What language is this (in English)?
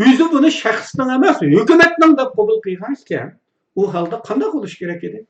Uyghur